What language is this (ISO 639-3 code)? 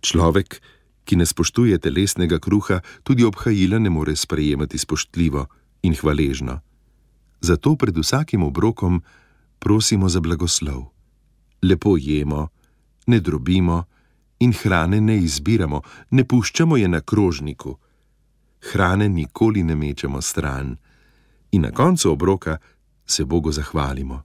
slv